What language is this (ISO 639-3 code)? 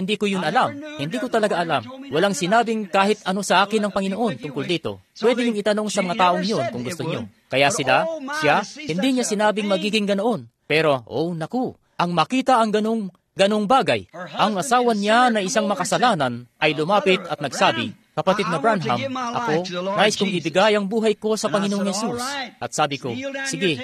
fil